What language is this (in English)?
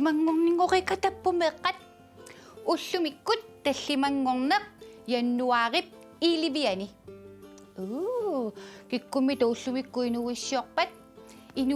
Kalaallisut